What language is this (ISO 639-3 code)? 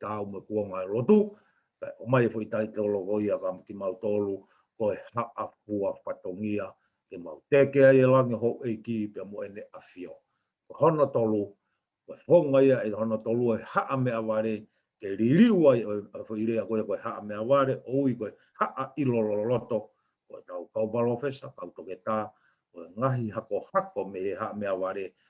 ton